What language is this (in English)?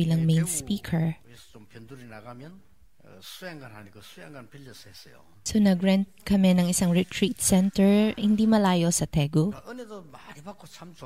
Filipino